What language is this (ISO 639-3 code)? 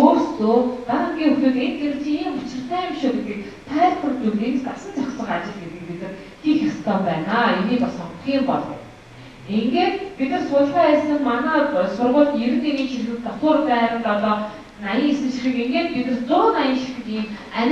mon